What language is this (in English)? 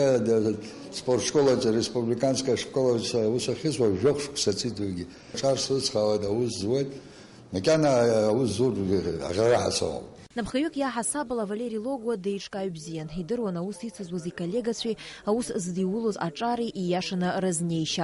Abkhazian